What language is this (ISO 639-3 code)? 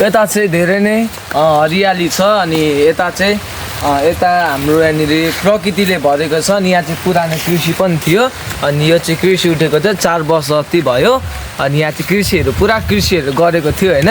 nep